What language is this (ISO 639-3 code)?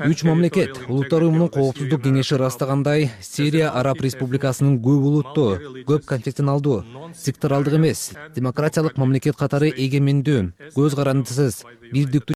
kir